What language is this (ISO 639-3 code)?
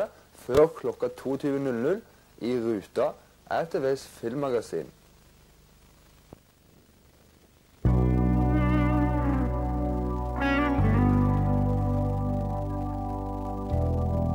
nor